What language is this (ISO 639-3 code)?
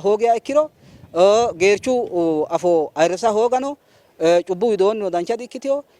sid